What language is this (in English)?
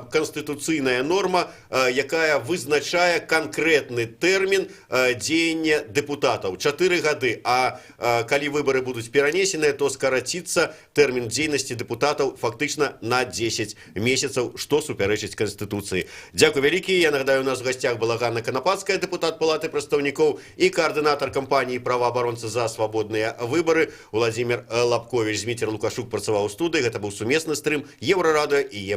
Belarusian